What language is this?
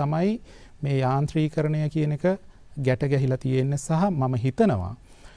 Sinhala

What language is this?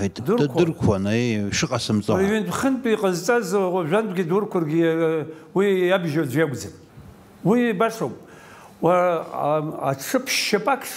Abkhazian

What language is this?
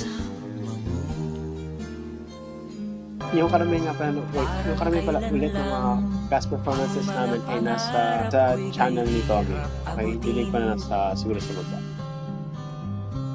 Filipino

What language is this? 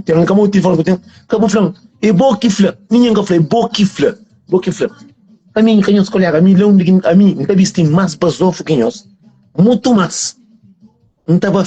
Kabuverdianu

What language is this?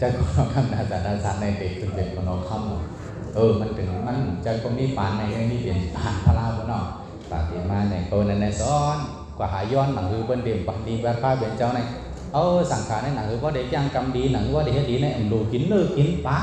Shan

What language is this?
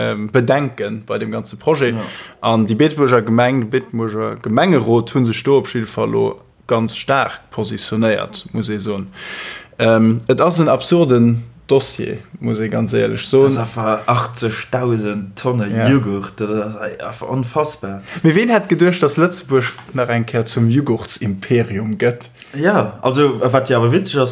Luxembourgish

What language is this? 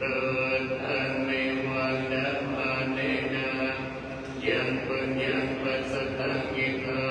Pali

